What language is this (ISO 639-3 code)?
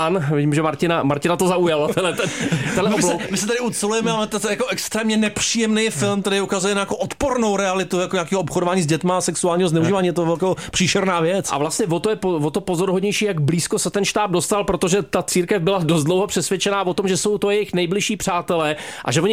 ces